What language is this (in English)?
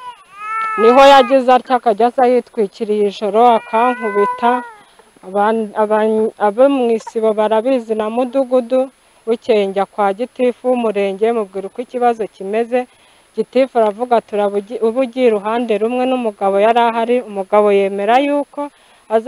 Kinyarwanda